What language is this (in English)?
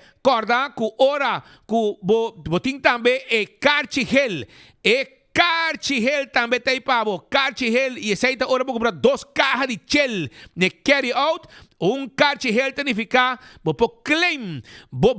Papiamento